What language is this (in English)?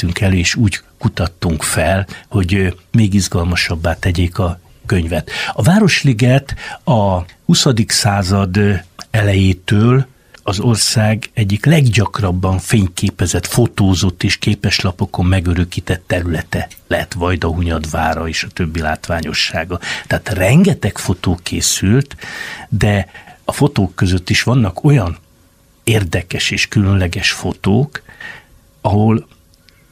Hungarian